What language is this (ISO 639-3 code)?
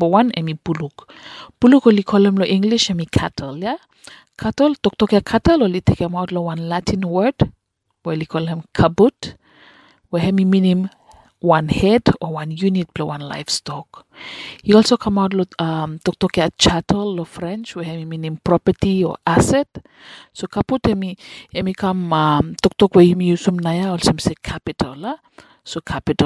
bis